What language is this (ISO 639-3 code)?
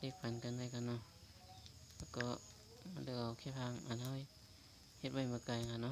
shn